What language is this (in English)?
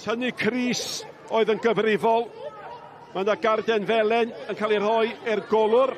Welsh